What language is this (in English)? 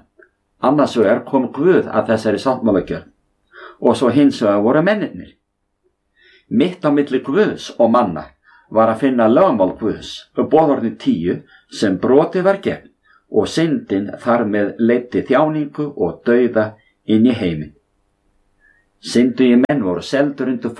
Icelandic